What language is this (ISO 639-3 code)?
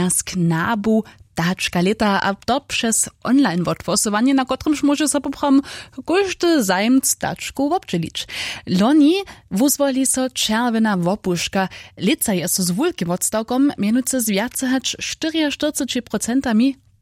hsb